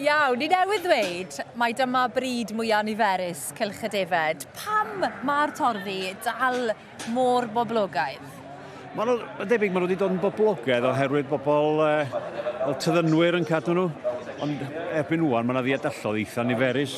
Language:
Welsh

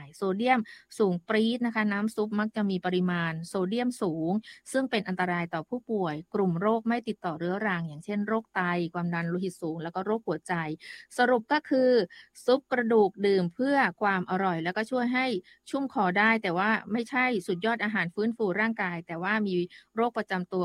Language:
Thai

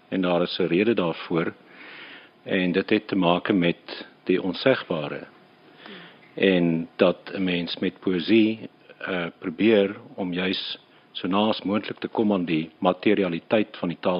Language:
Afrikaans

